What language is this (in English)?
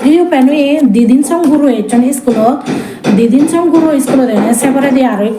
Chakma